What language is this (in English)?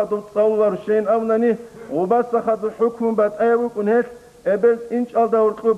Avaric